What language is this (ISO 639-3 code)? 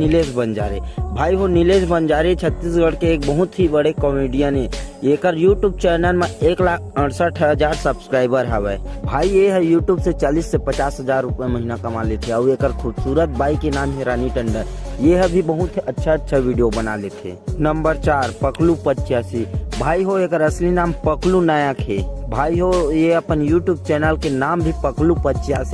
hne